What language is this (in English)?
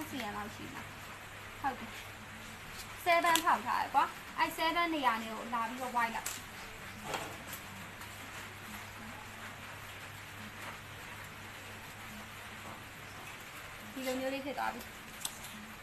Burmese